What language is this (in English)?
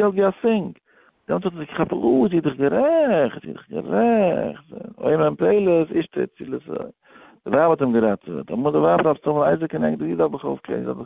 Yiddish